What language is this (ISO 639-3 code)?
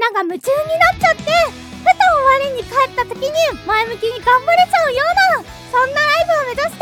jpn